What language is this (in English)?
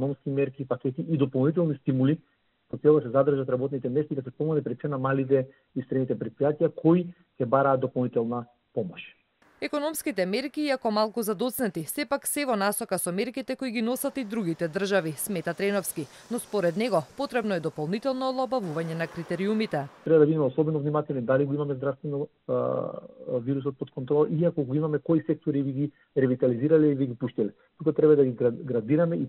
Macedonian